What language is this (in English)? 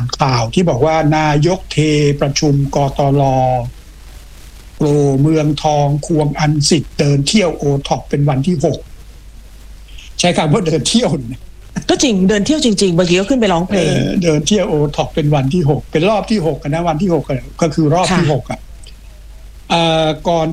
Thai